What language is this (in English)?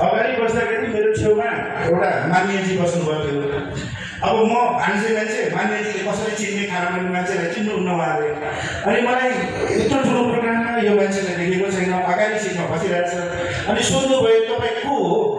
Nepali